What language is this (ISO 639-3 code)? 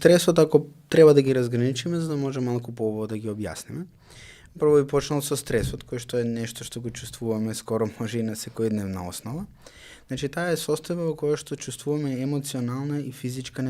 mkd